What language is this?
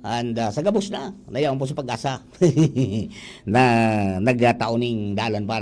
Bikol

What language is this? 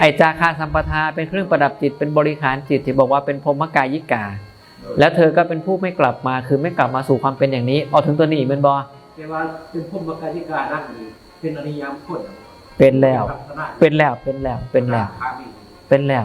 Northeastern Thai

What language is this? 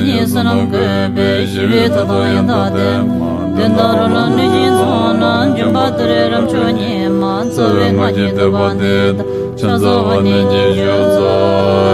Tibetan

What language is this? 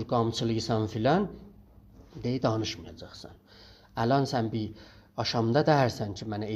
South Azerbaijani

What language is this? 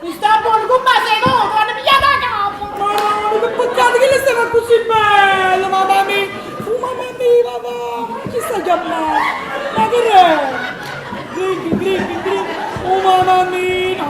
Neapolitan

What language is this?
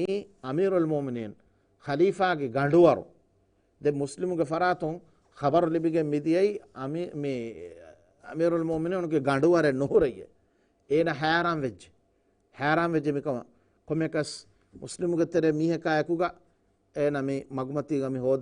Divehi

